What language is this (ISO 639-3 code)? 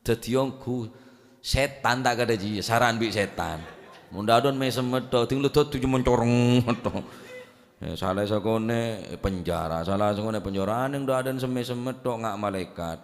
mad